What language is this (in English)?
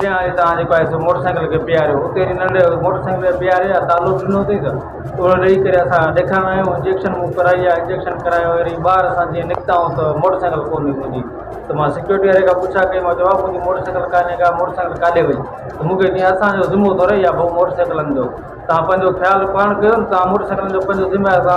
Sindhi